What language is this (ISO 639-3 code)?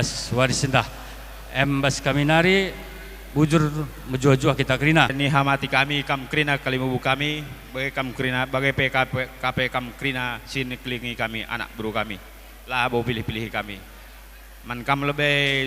btx